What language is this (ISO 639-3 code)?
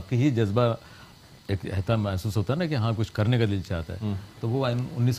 urd